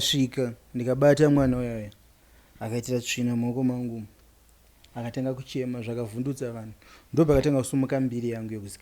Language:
Shona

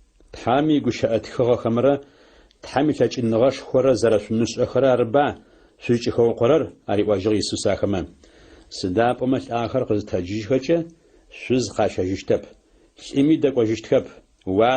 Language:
Adyghe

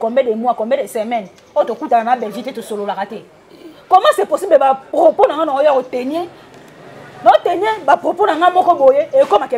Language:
Lingala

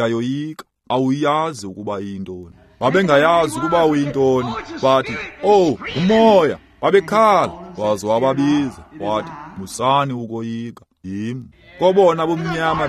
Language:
Xhosa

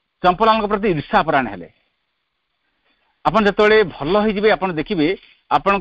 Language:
Odia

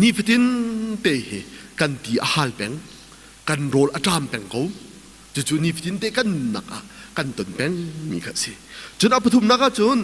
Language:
Hakha Chin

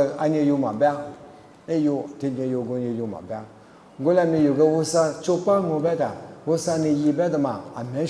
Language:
Lisu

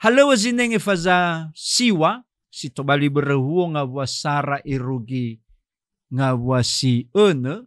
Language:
Nias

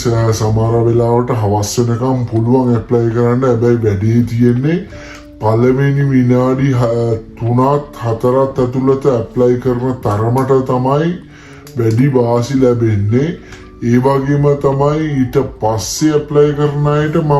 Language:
Sinhala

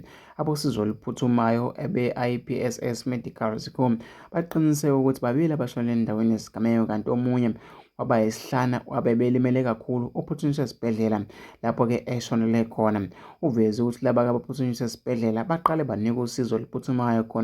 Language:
Zulu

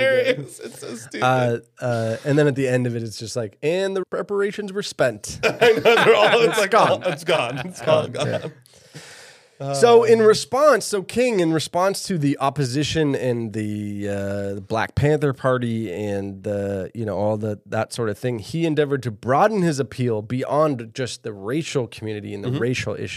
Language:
English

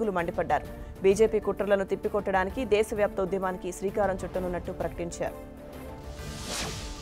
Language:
Telugu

